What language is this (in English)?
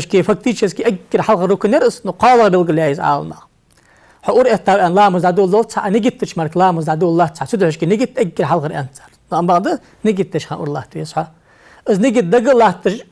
Ingush